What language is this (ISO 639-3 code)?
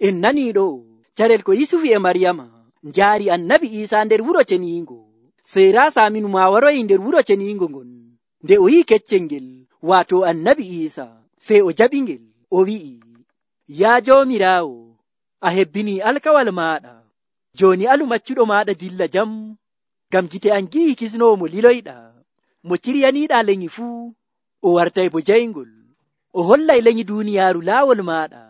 fuv